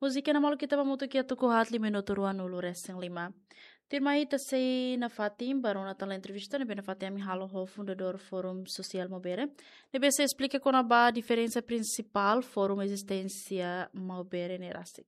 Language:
Tetum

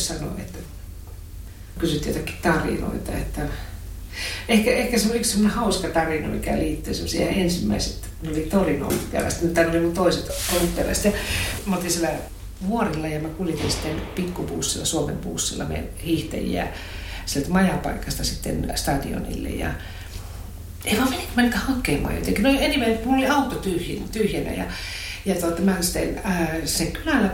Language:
Finnish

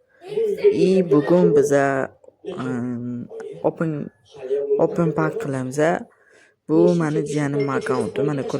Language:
Uzbek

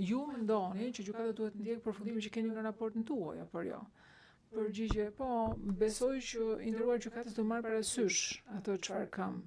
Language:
Albanian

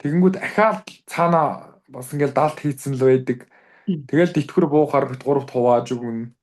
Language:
Mongolian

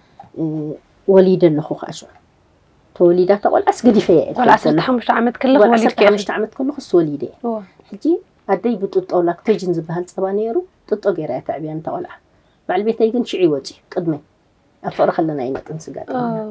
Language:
Tigrinya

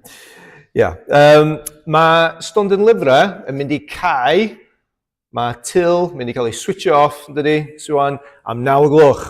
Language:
Welsh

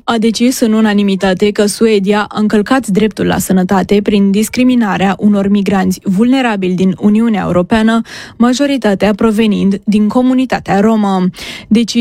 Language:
Romanian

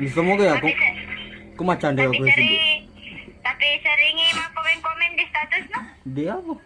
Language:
Buginese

